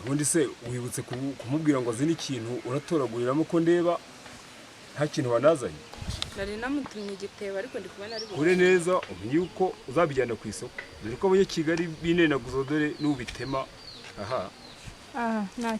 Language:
Kinyarwanda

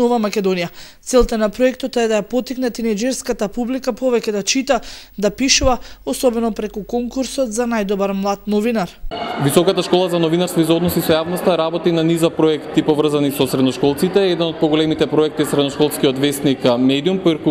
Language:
Macedonian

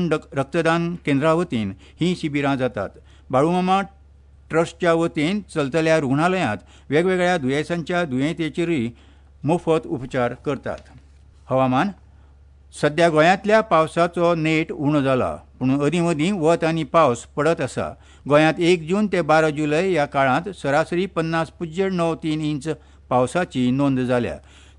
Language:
Konkani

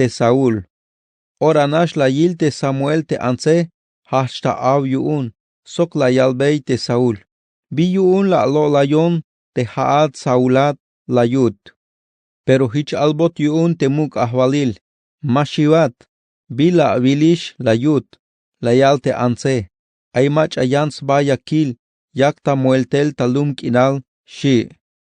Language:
Tzeltal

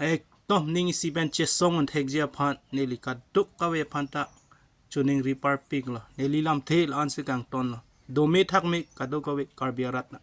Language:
Karbi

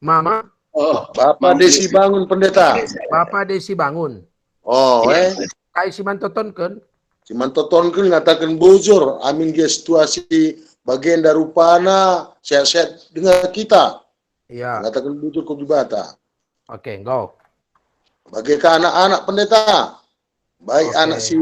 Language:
Batak Karo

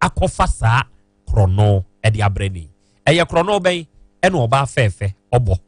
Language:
Akan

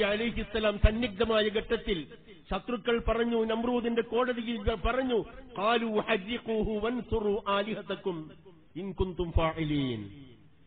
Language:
Malayalam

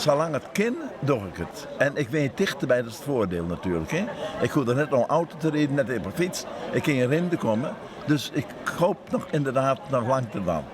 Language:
Western Frisian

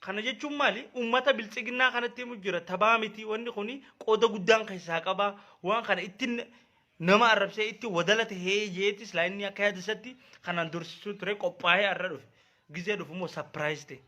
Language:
Oromo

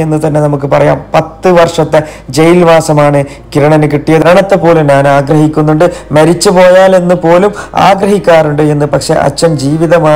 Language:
Malayalam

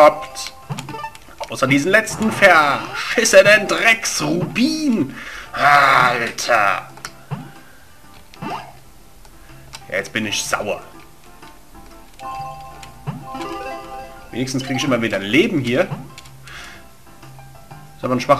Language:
German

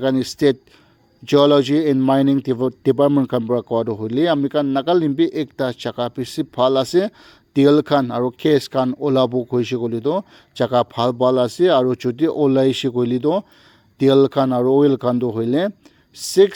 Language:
Naga Pidgin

